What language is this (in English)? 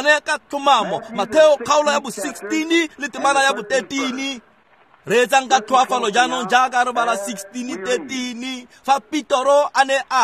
Tswana